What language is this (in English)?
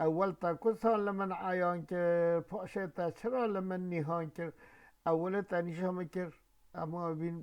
Kurdish